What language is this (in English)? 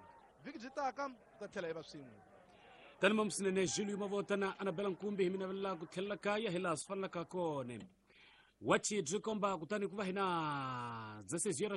Tsonga